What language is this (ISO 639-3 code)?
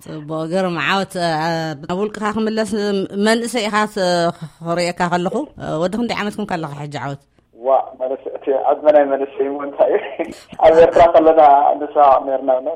tir